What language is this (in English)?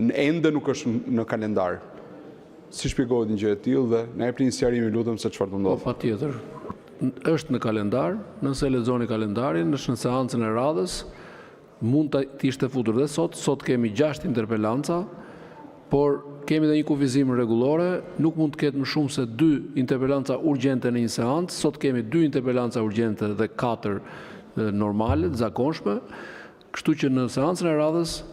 Albanian